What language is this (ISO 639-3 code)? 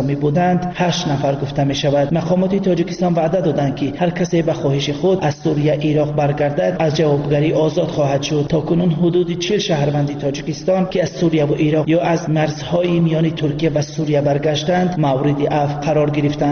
tgk